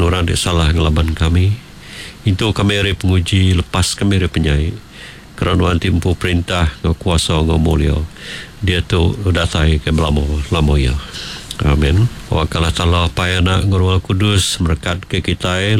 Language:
Iban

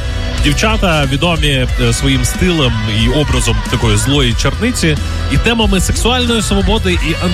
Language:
Ukrainian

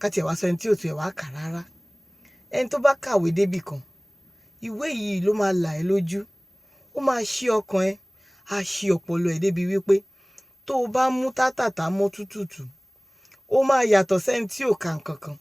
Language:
Yoruba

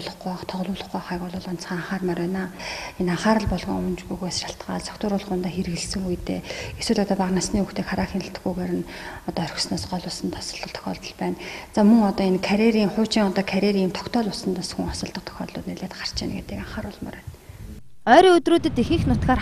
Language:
Mongolian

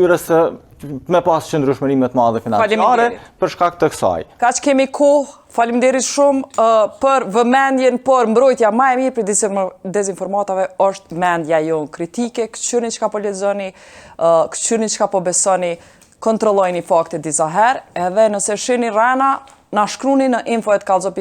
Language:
Albanian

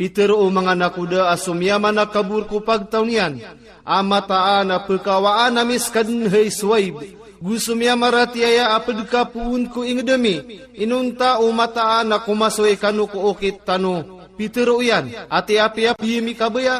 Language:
Maranao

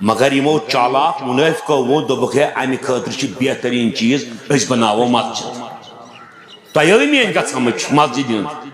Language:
Kashmiri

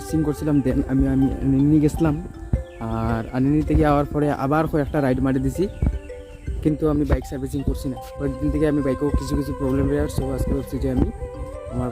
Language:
Sylheti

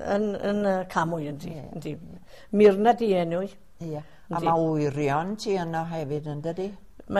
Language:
Welsh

